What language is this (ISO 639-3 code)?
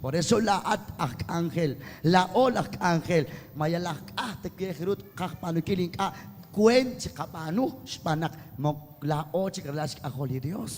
kek